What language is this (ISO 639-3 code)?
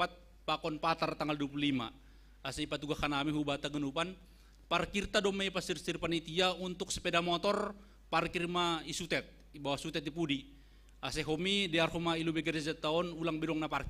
bts